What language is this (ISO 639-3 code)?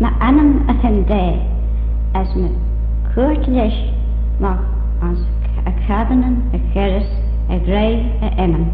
glv